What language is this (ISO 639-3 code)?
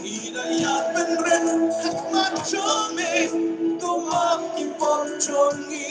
kha